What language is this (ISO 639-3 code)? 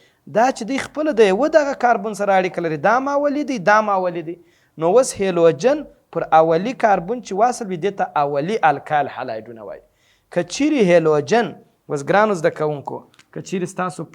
pus